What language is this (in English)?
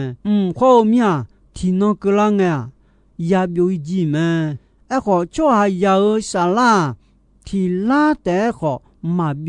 Akha